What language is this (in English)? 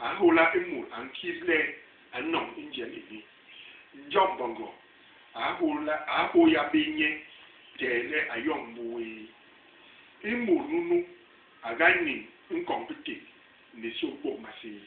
Basaa